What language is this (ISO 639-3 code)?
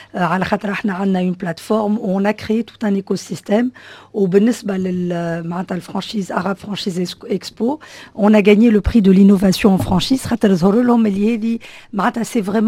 aeb